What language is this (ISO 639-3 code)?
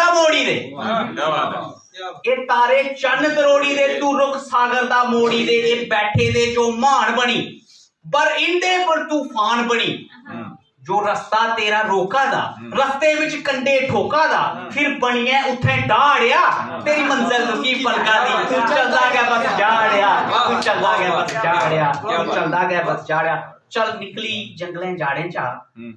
doi